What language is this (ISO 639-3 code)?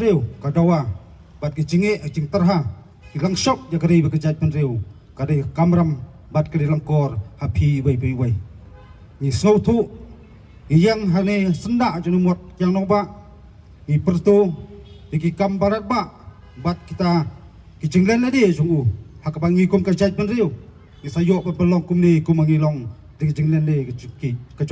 kha